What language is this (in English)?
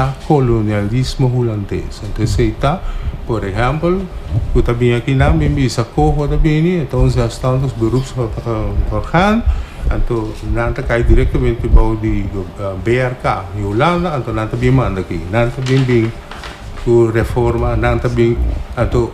Papiamento